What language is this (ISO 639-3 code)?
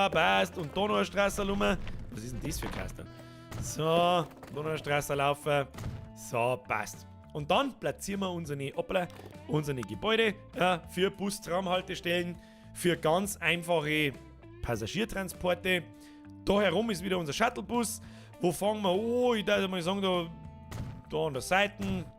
bar